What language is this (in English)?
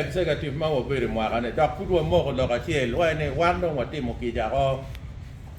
Acoli